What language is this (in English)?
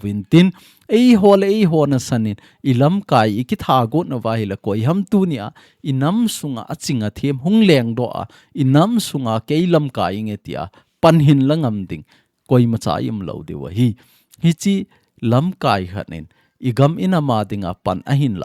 Thado Chin